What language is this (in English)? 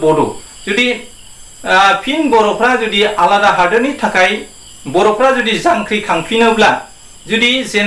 Bodo